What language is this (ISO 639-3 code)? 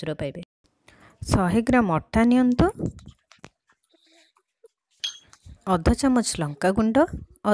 ori